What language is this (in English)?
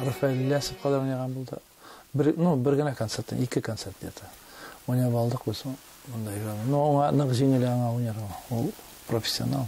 Tatar